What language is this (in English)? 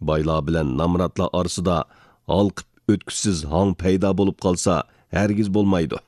Uyghur